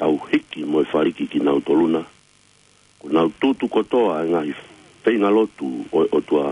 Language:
Tongan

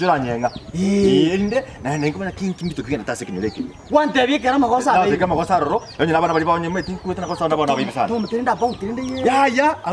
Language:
Gusii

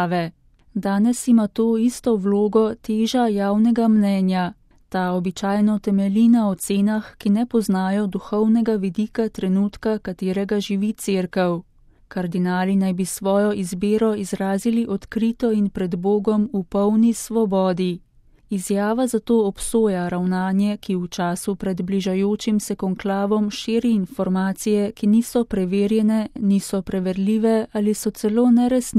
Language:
Slovenian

